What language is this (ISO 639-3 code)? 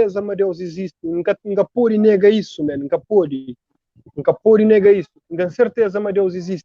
kea